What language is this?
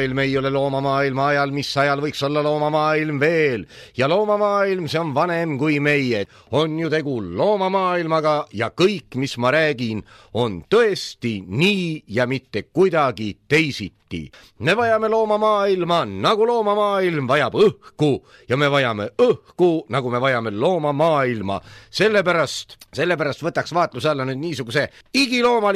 Estonian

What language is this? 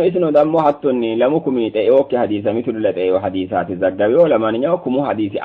Sidamo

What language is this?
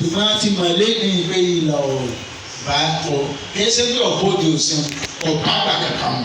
Yoruba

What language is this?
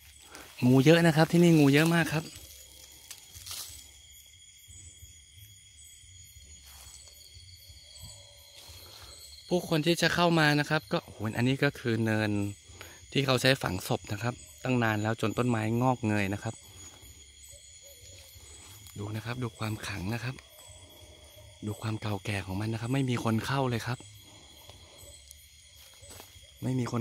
Thai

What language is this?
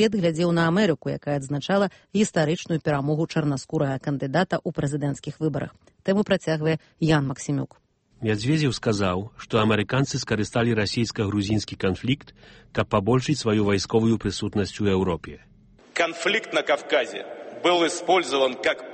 Belarusian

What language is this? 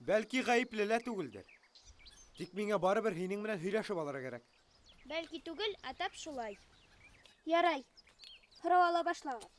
Bashkir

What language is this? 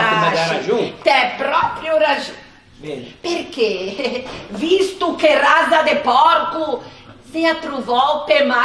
Ligurian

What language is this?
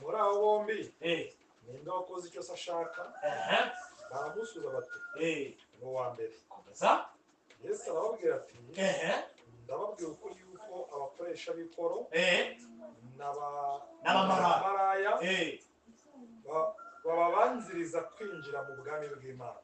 Kinyarwanda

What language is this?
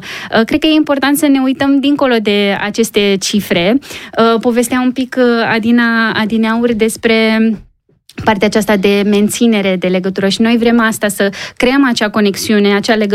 Romanian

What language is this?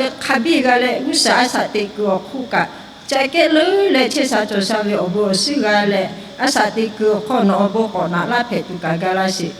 Lahu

